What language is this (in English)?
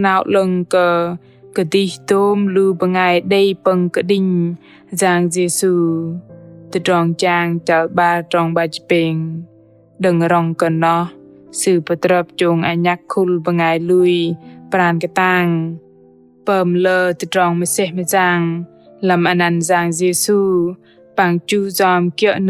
Bahnar